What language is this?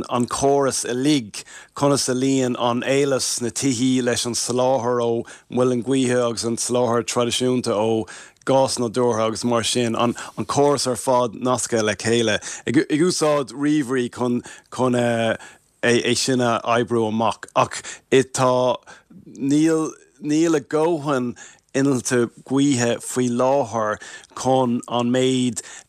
Irish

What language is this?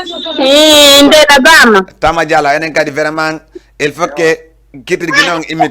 Fula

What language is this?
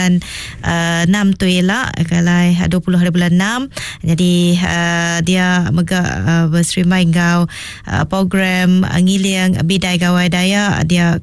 Iban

